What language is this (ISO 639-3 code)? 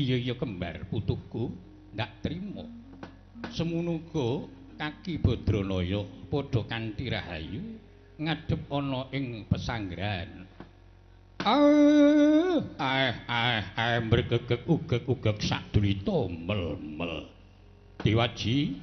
jav